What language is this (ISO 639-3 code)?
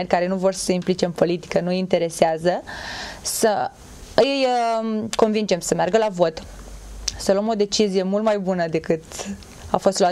ron